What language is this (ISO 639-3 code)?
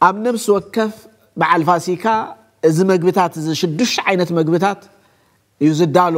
tir